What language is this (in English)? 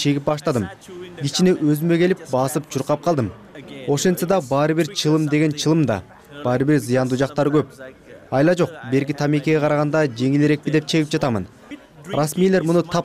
Kyrgyz